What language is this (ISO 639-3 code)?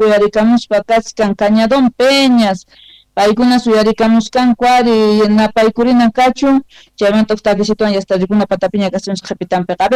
que